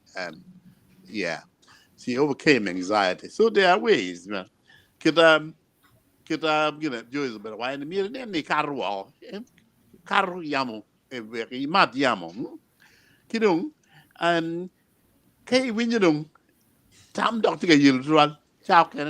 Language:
Acoli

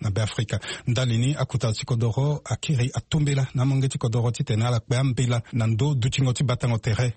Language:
Sango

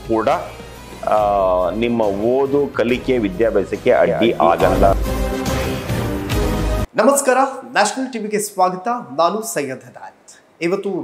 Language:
Kannada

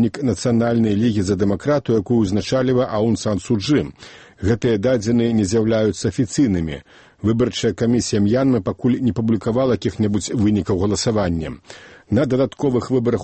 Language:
Belarusian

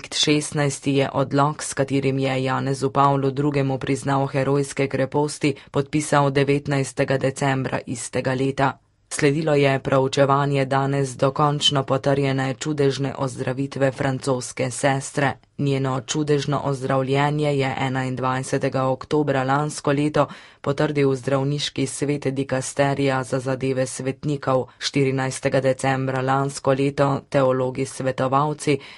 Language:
Slovenian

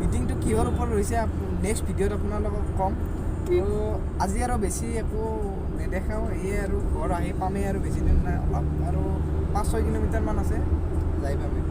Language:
Assamese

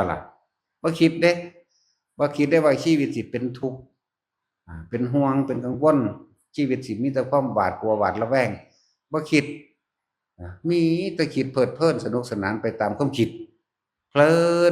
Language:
Northeastern Thai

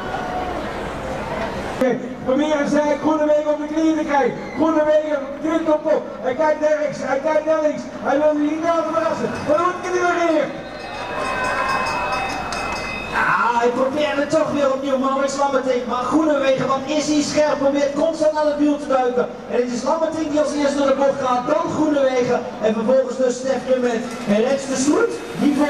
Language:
Dutch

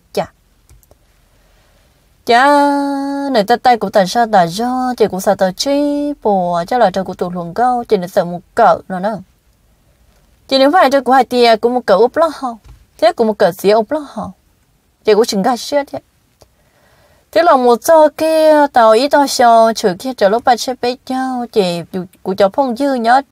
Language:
Vietnamese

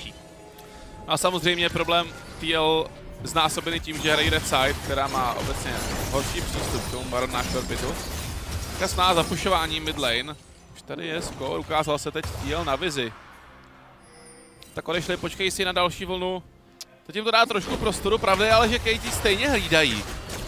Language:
Czech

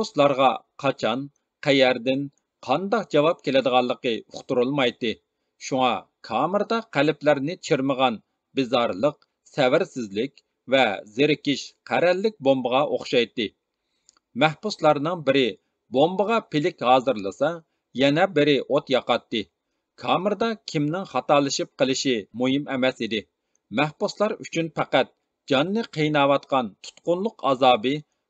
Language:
Uyghur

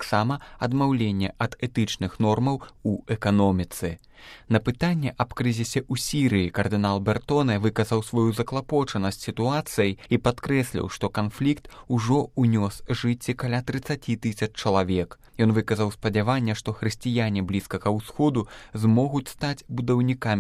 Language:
Belarusian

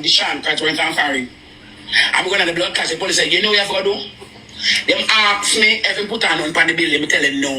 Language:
Jamaican Creole English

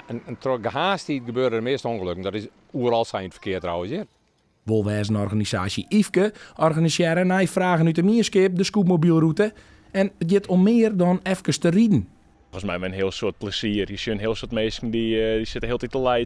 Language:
Western Frisian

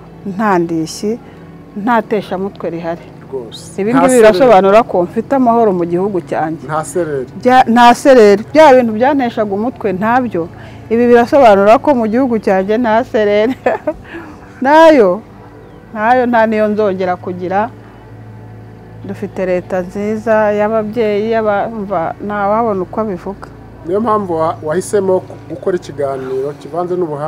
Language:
Kinyarwanda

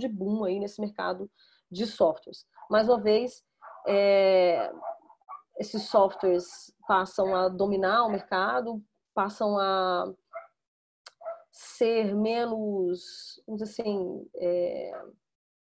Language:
Portuguese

